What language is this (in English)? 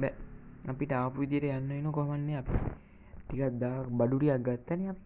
Sinhala